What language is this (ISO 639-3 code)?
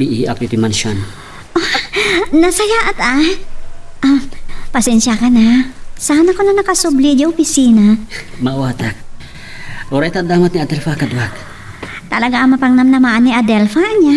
ilo